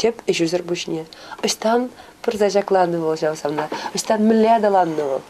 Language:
Chuvash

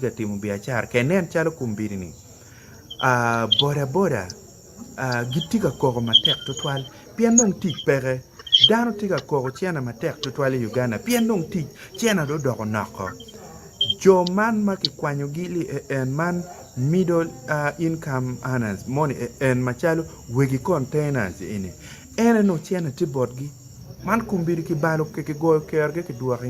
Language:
Acoli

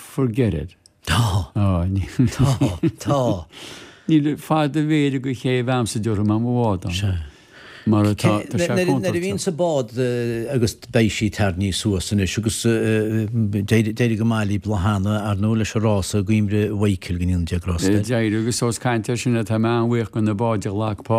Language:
Irish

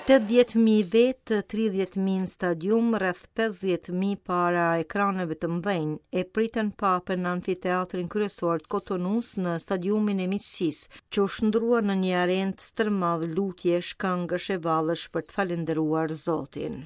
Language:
Albanian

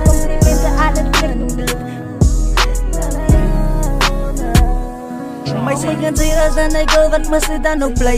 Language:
Afrikaans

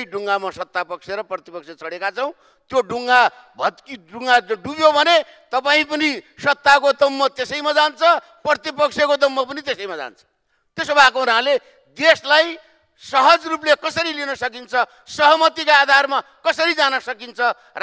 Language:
Nepali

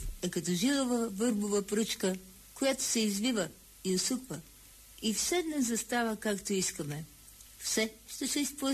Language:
Bulgarian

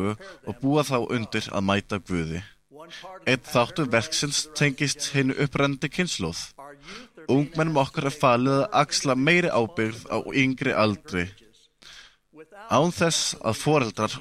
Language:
Icelandic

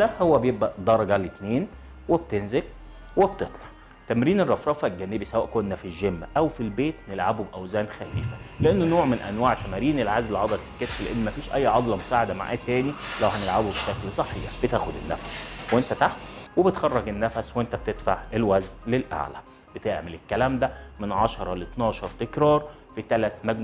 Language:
Egyptian Arabic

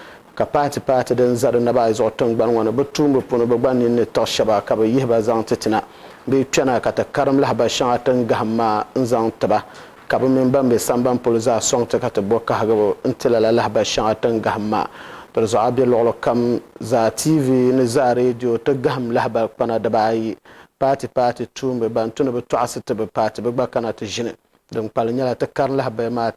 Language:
Dagbani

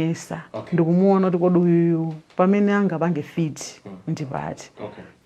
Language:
Nyanja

